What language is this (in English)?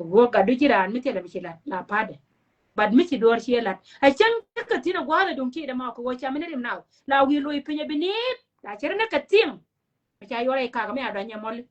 Nuer